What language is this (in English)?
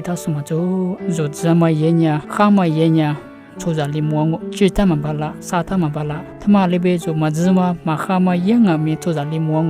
Lisu